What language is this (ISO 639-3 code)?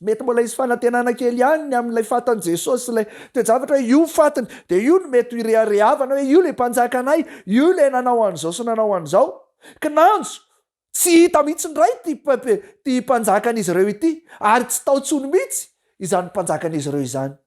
mlg